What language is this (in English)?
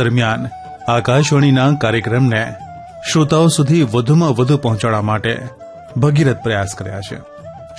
Gujarati